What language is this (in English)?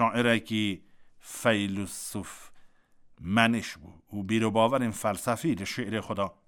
Kurdish